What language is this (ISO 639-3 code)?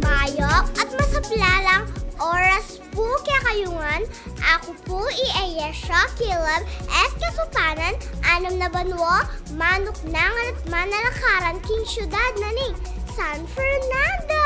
pam